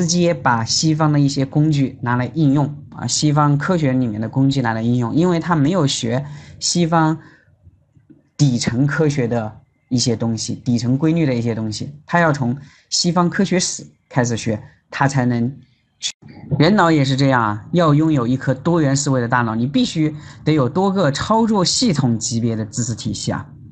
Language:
Chinese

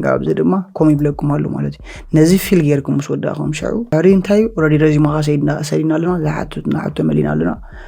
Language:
Tigrinya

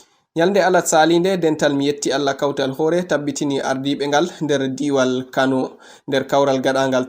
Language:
Fula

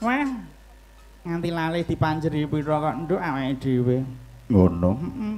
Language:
Javanese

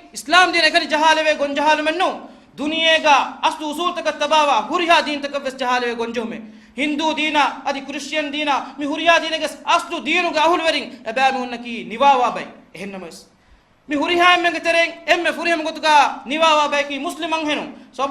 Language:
Divehi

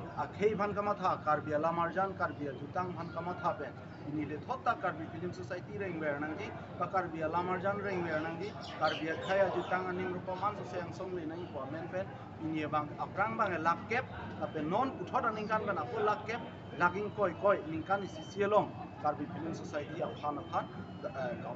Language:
Karbi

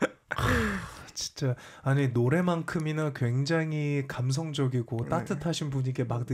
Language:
Korean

